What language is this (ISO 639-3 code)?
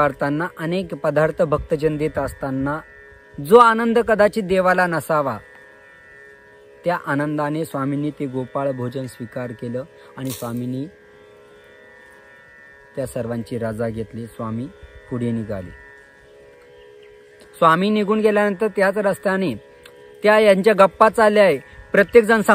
mar